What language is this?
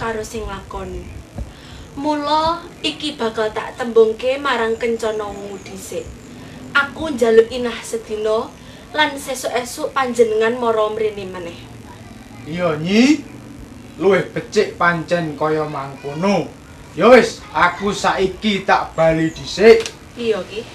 Javanese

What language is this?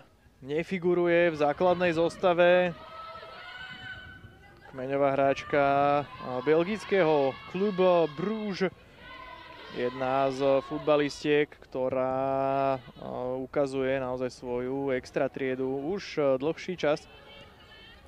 Slovak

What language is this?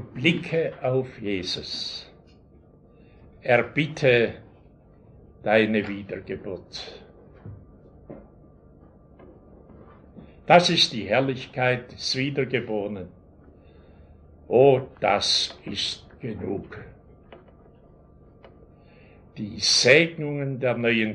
German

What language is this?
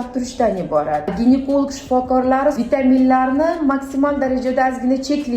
Uzbek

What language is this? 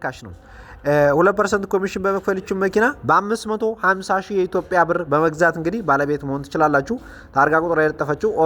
Amharic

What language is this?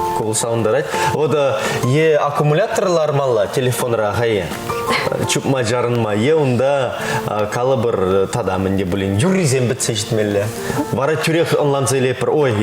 Chuvash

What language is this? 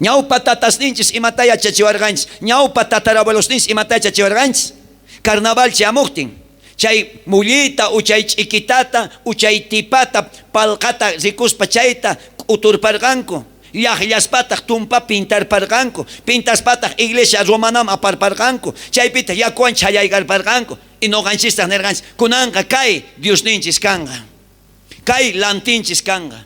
South Bolivian Quechua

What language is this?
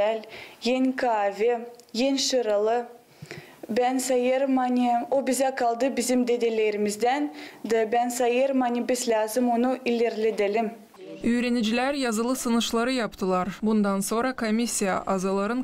Gagauz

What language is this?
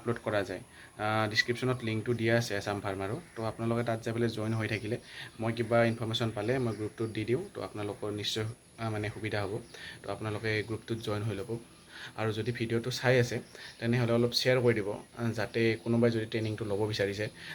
Assamese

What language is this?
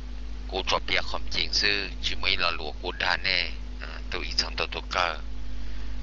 Hmong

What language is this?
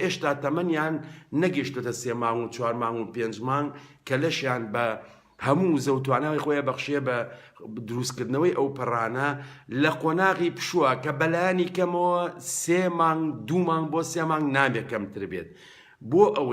Central Kurdish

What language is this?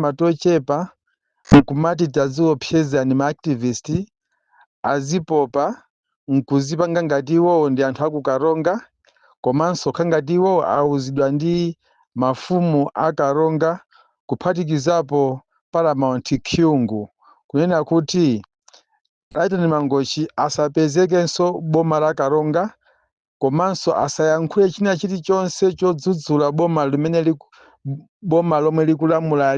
Nyanja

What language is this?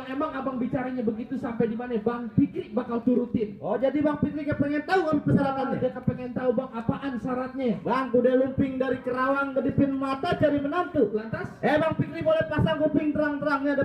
Betawi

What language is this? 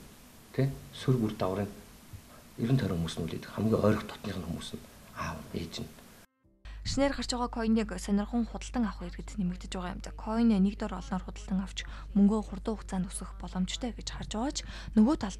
Mongolian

